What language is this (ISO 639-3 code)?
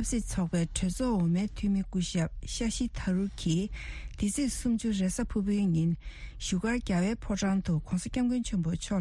bod